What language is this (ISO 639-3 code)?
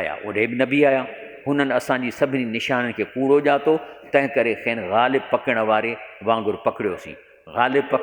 snd